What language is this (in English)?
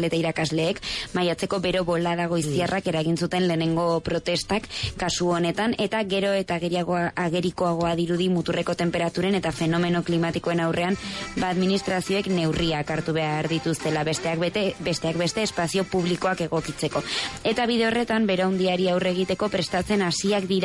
Basque